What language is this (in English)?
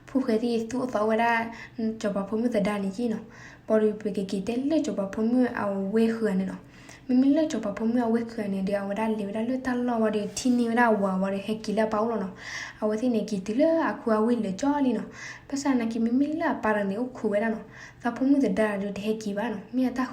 S'gaw Karen